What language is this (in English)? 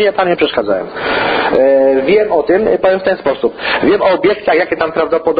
Polish